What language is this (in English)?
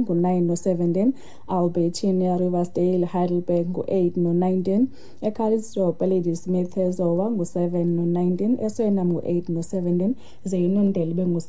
Xhosa